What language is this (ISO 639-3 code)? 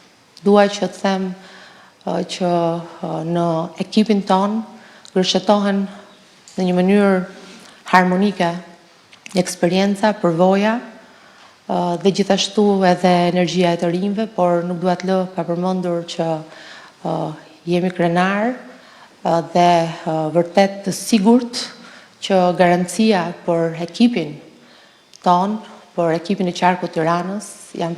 sqi